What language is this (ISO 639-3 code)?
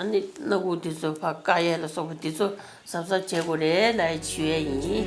bod